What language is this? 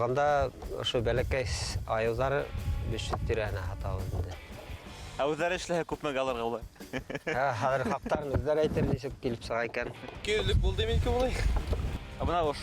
Bashkir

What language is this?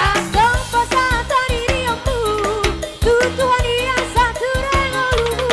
Batak Toba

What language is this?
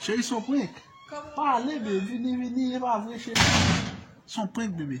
Haitian Creole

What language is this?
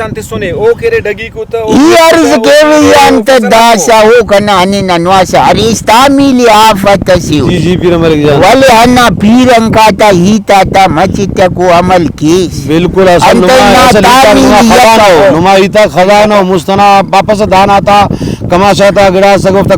Brahui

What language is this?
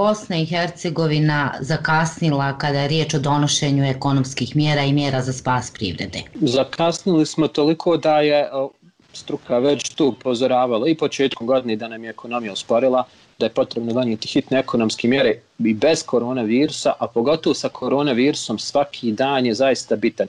Bosnian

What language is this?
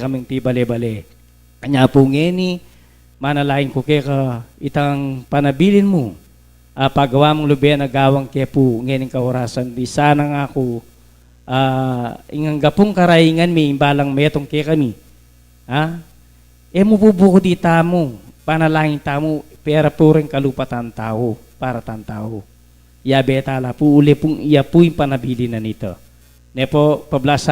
Pampanga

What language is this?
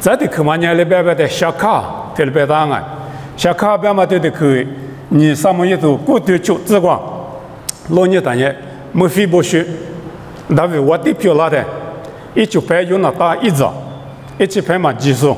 Lisu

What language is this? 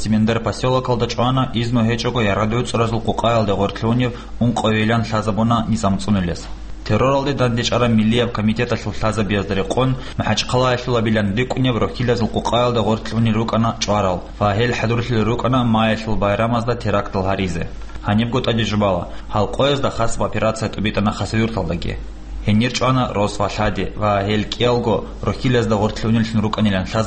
Avaric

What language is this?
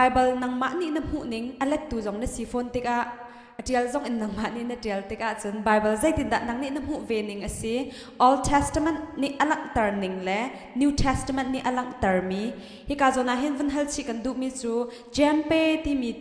Hakha Chin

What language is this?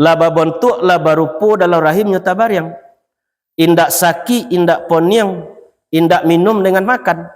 Minangkabau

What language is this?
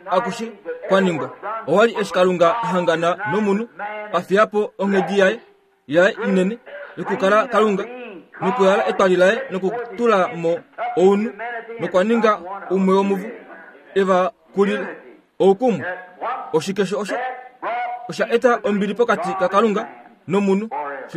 Kuanyama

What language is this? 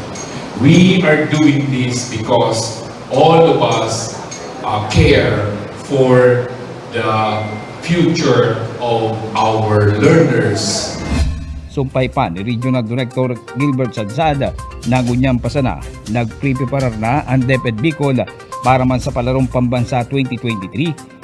Bikol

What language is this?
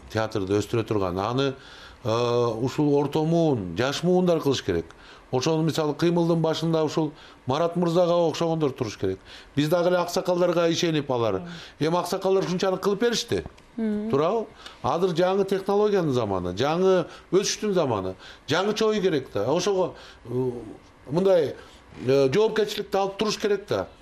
Kyrgyz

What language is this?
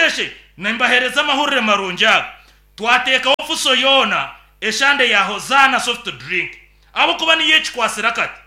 Nyankole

